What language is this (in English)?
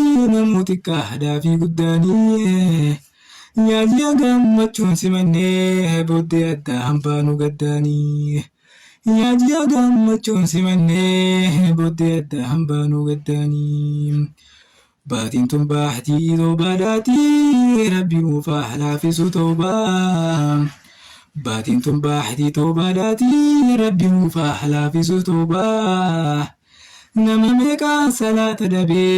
Oromo